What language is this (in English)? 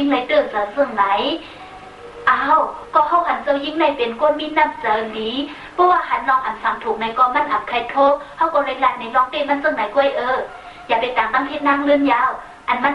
Shan